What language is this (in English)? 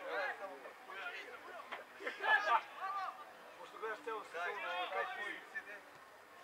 Serbian